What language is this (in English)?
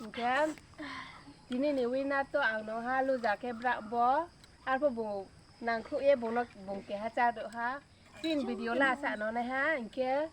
Riang (India)